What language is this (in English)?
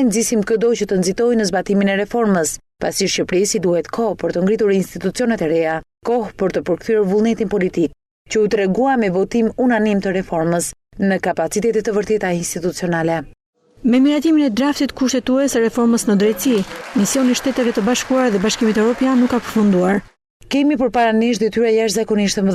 Albanian